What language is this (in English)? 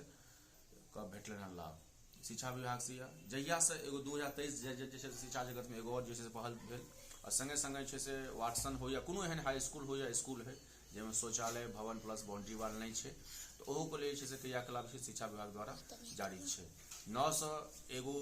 Maithili